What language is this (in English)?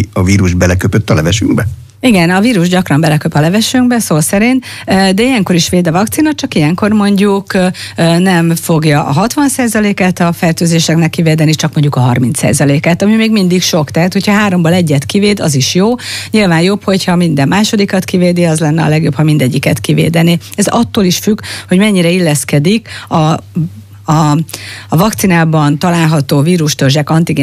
Hungarian